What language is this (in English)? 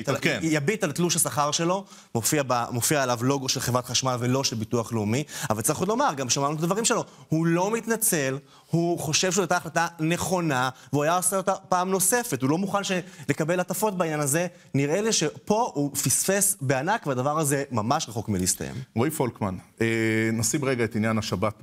Hebrew